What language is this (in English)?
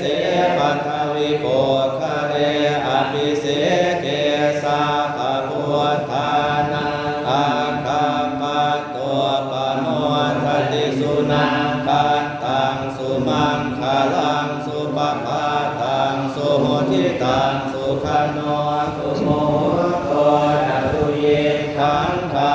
Pali